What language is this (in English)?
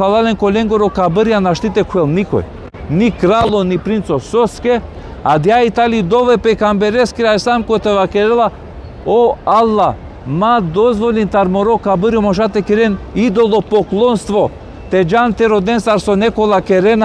Balkan Romani